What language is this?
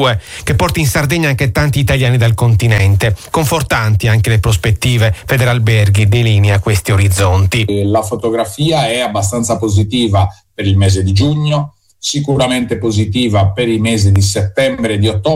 Italian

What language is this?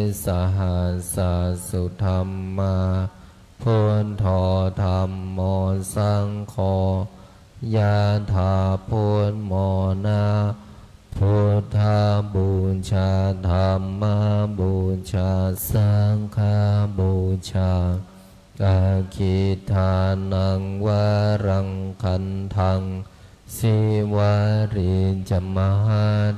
Pali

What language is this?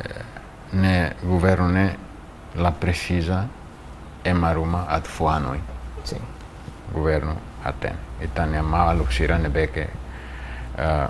Tetum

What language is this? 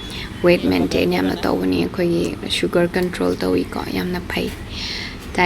Manipuri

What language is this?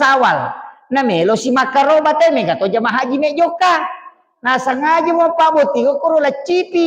Buginese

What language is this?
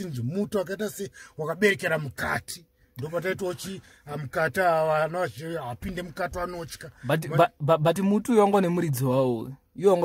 Shona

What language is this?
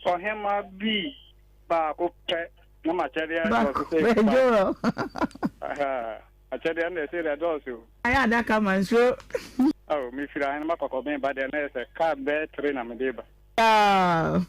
Akan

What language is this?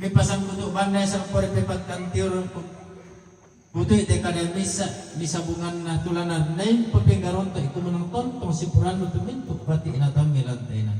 Toraja-Sa'dan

